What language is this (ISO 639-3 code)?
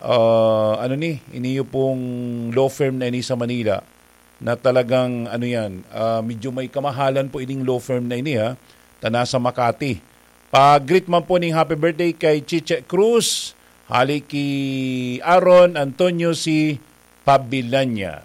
bik